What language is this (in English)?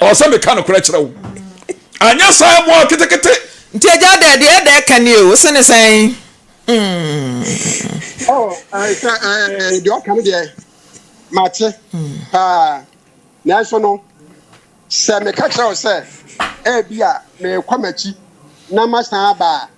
Akan